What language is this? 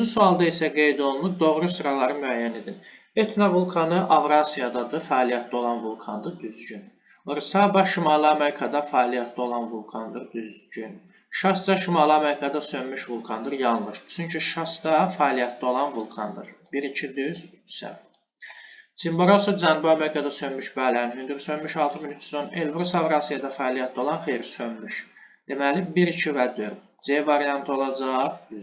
Azerbaijani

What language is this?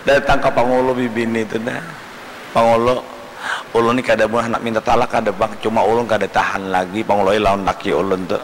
Banjar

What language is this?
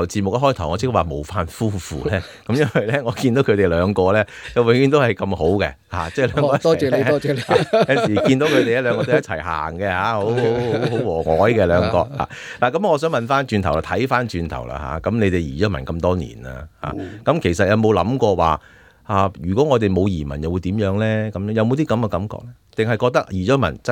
Cantonese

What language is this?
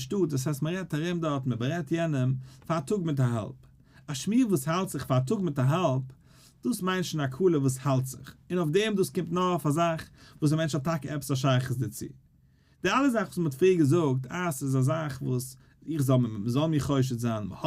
Yiddish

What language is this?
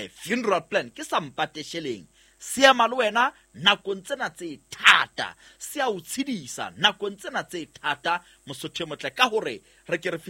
Southern Sotho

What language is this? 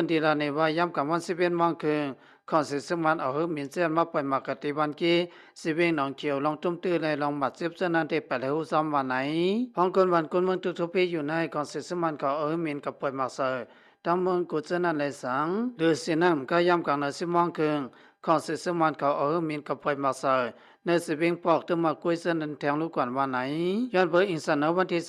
Shan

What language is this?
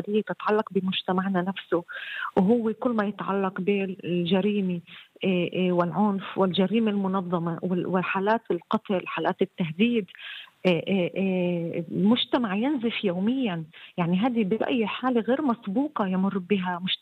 North Levantine Arabic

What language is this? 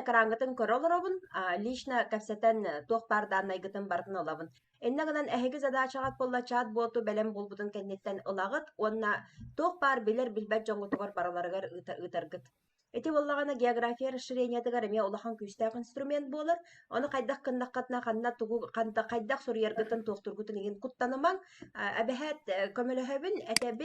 Yakut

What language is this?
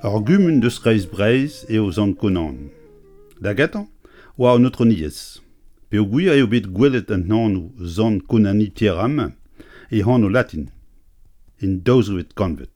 Breton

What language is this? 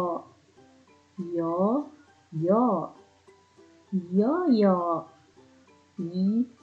Waray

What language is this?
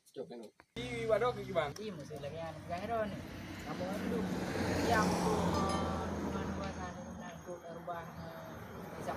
Achinese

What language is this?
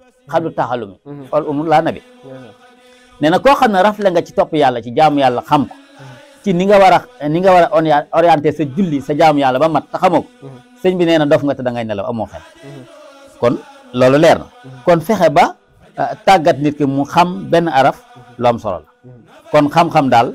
Wolof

